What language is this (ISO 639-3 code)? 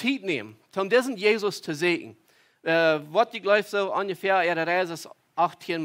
pdt